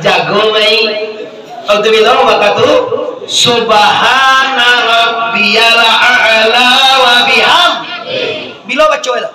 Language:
Minangkabau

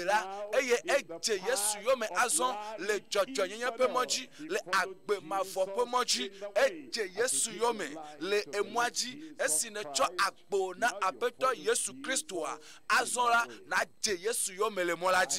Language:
Ewe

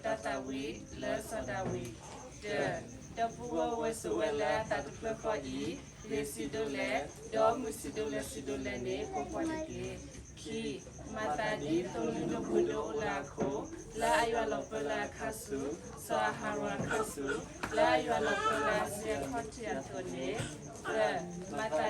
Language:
S'gaw Karen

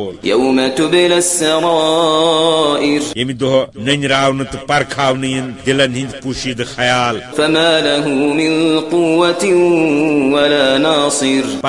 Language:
Kashmiri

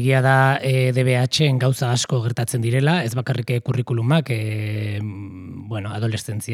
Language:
Basque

